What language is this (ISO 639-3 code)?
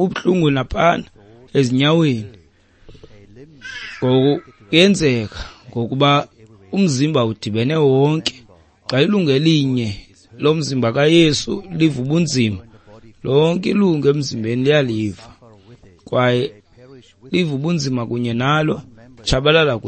xho